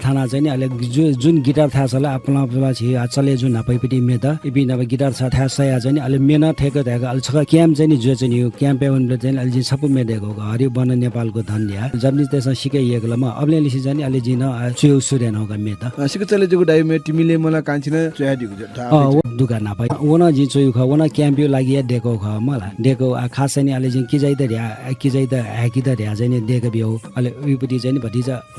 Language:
Newari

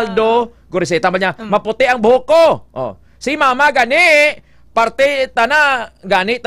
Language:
Hiligaynon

